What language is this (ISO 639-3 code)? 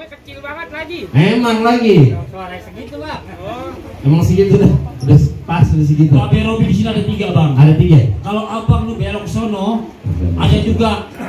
bew